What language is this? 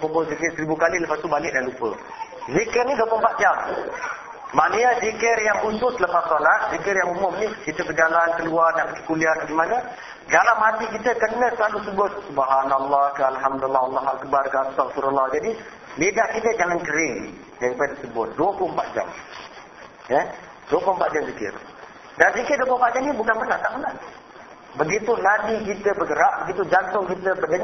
Malay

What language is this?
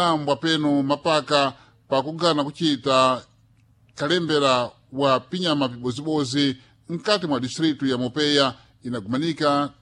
Sena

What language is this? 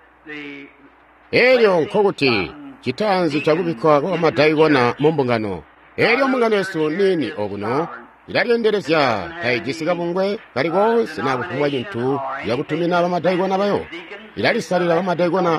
Tonga (Zambia)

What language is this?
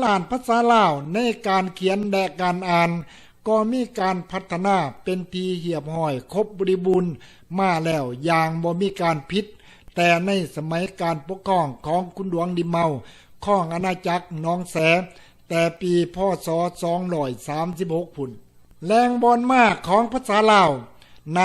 Lao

